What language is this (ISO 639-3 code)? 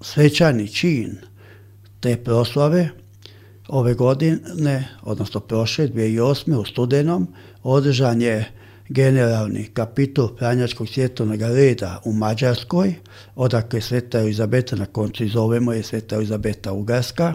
hrv